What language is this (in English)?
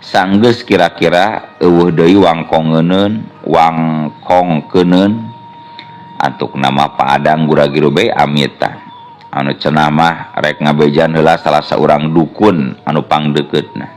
Sundanese